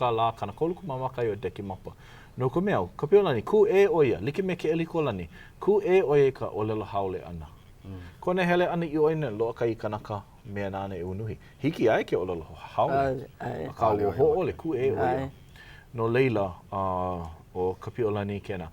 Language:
Hawaiian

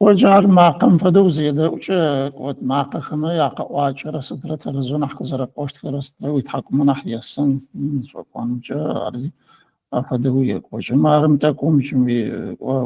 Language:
Adyghe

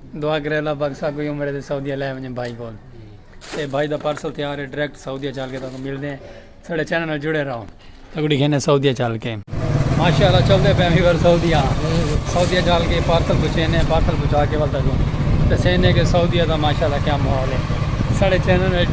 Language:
Saraiki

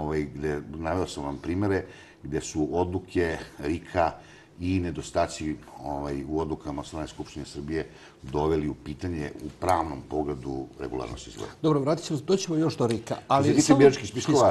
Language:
Serbian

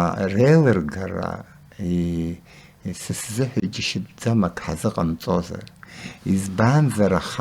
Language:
Abkhazian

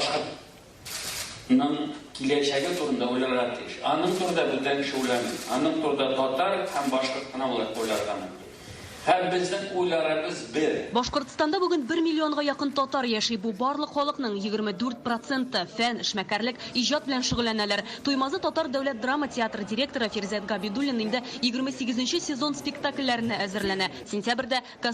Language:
Tatar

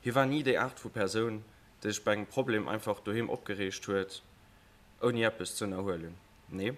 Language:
Luxembourgish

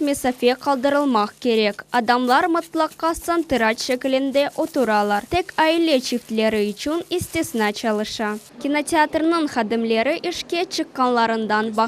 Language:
Crimean Tatar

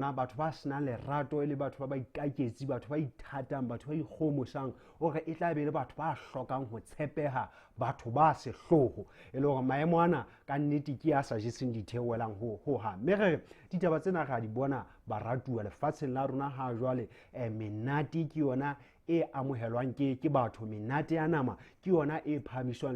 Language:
Southern Sotho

